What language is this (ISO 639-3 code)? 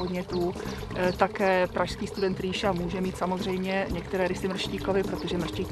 ces